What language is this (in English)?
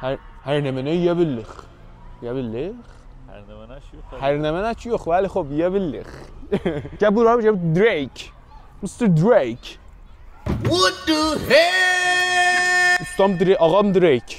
South Azerbaijani